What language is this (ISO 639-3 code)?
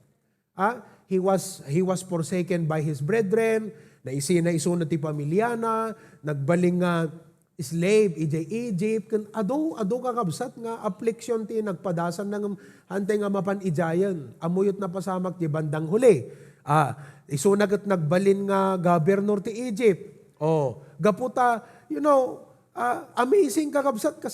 ilo